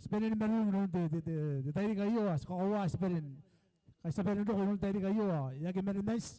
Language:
Gilbertese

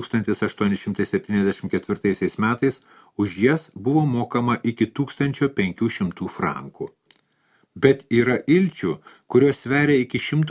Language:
Lithuanian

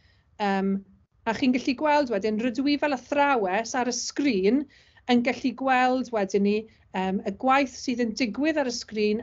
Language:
Welsh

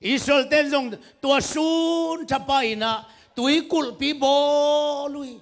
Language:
Tedim Chin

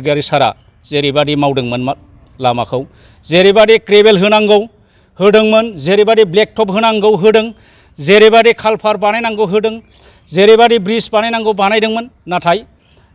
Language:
Bodo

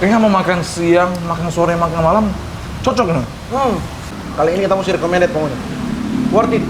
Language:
Manado Malay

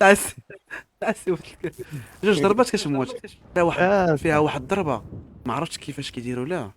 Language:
Moroccan Arabic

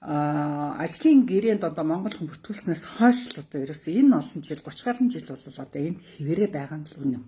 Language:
Mongolian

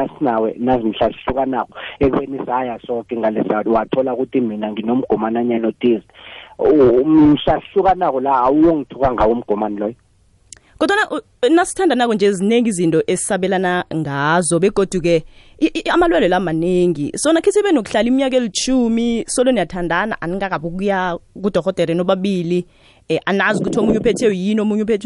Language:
South Ndebele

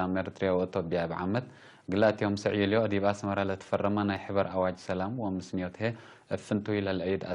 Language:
Tigre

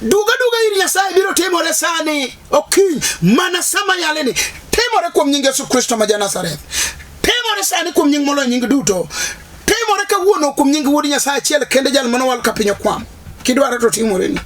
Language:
Luo (Kenya and Tanzania)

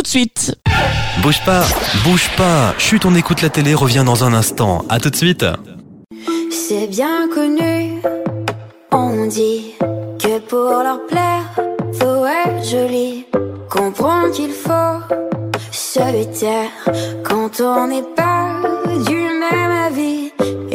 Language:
French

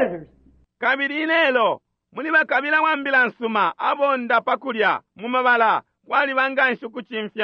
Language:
Bemba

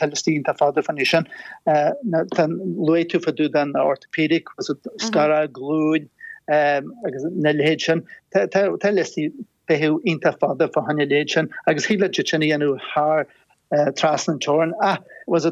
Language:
Irish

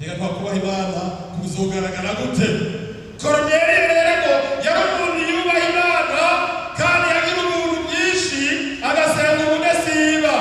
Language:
Rundi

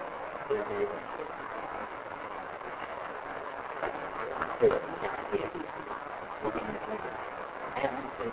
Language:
Chinese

